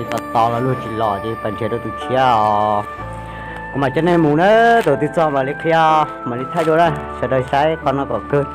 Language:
Hmong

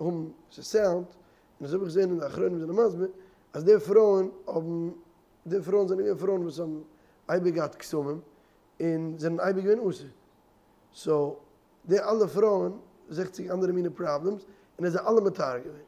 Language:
Yiddish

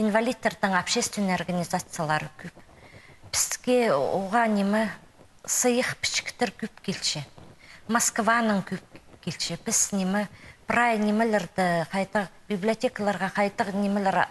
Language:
Khakas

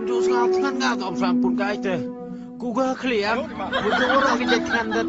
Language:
Khasi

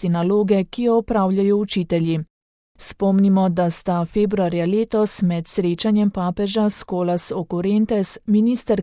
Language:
Slovenian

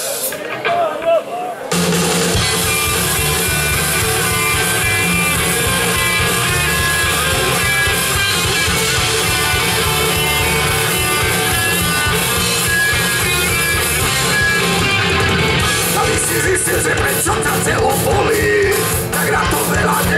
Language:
Slovak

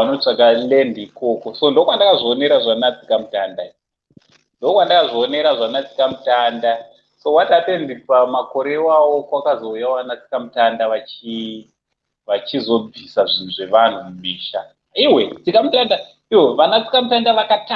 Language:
Shona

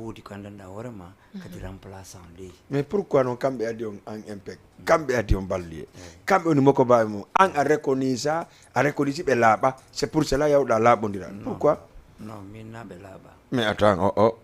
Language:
Fula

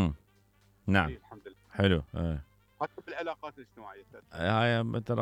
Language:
Mesopotamian Arabic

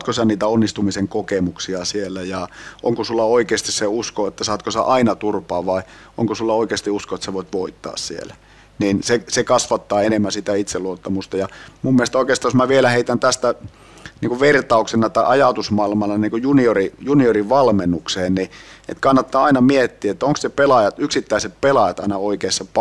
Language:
Finnish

